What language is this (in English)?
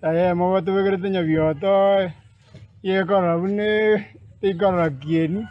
Gusii